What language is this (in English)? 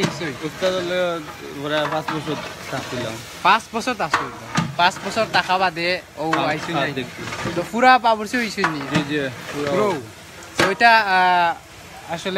Sylheti